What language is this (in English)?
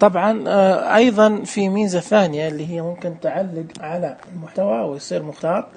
Najdi Arabic